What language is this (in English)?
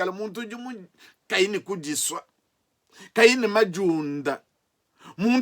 Luba-Lulua